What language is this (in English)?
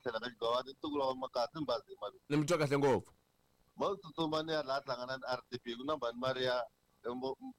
Tsonga